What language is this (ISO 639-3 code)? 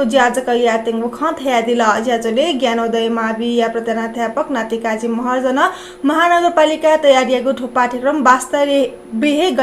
new